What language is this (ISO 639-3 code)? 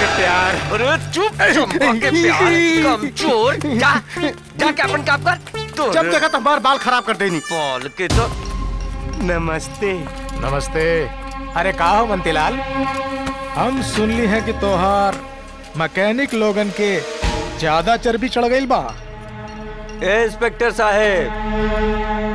bho